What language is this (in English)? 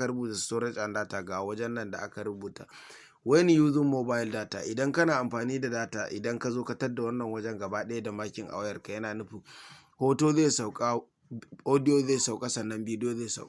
Hausa